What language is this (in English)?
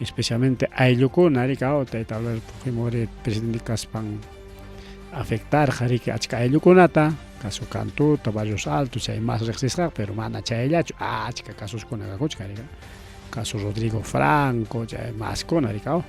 Ayacucho Quechua